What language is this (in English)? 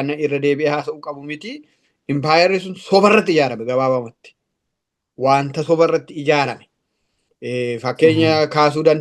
Oromo